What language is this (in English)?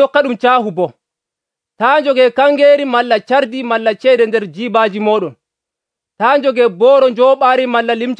Nigerian Fulfulde